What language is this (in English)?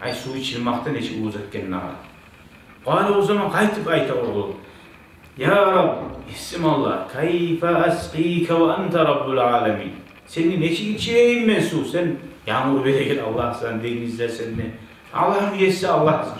Kumyk